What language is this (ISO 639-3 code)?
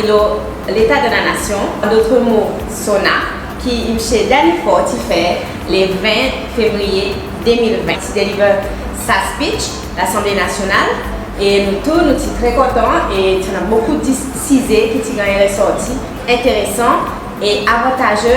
crs